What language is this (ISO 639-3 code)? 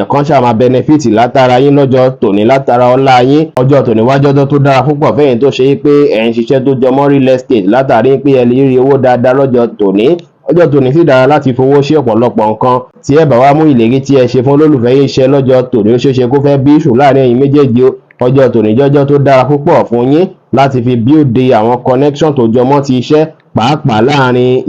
yor